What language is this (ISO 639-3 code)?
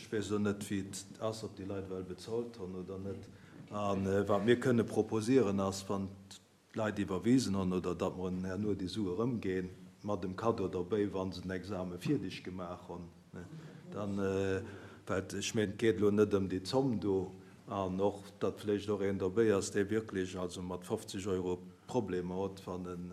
ltz